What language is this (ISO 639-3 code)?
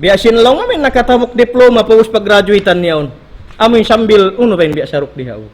tsg